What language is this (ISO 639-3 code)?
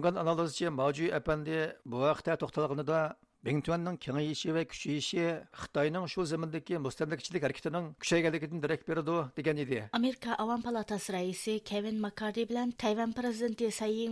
uig